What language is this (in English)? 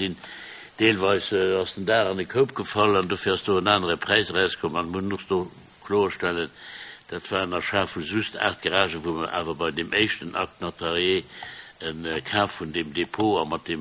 Luxembourgish